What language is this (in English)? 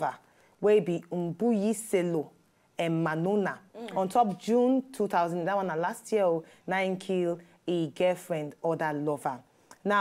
Nigerian Pidgin